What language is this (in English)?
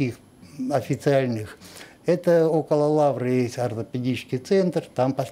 Russian